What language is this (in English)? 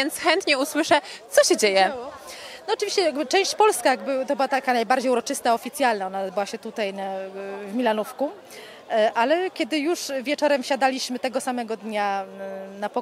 Polish